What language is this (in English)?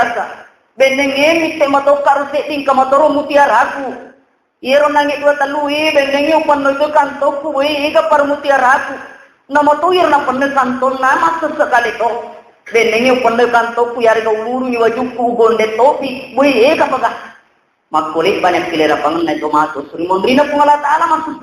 Buginese